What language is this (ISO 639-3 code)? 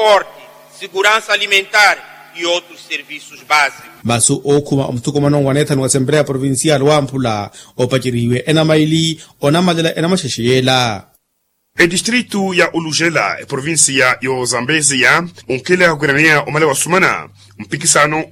vmw